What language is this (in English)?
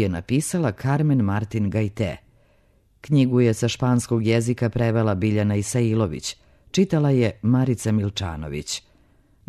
Serbian